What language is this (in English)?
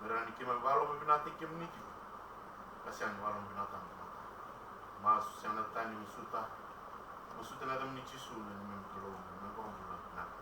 Fijian